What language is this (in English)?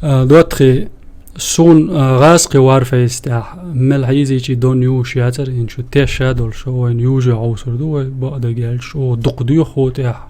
Chechen